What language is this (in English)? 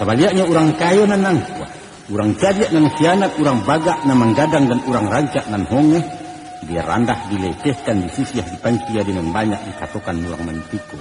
Minangkabau